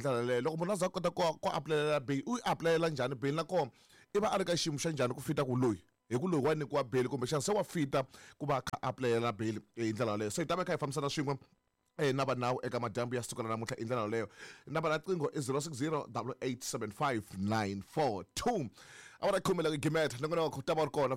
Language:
Tsonga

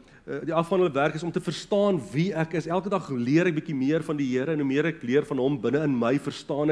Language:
Afrikaans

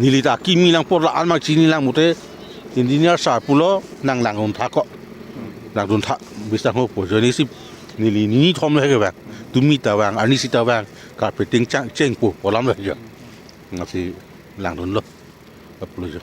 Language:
Karbi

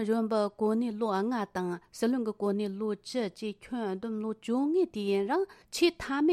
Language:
Tibetan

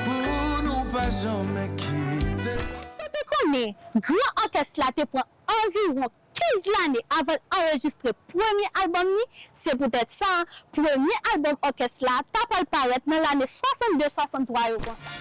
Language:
Haitian Creole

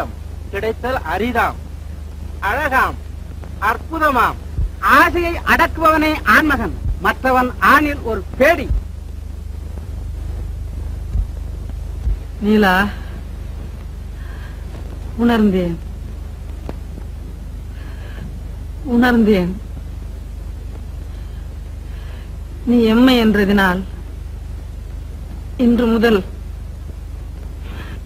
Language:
Tamil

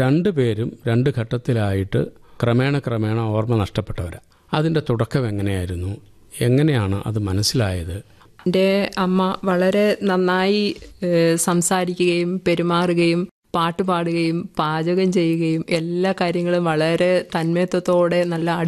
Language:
Malayalam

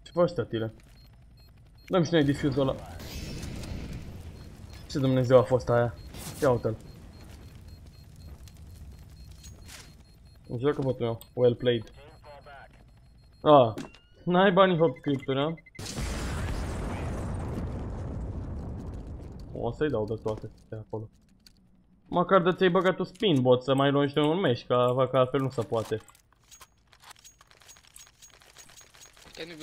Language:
Romanian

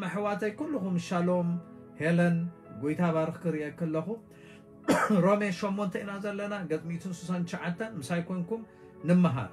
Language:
Tigrinya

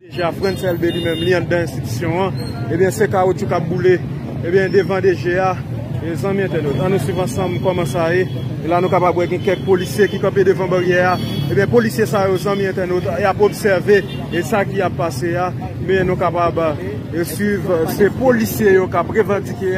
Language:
Haitian Creole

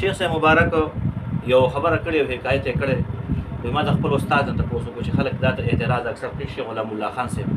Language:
Pashto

